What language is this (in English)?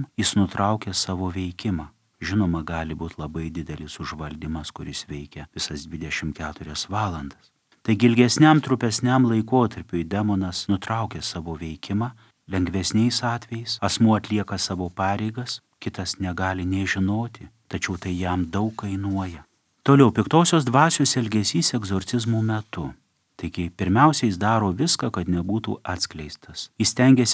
Lithuanian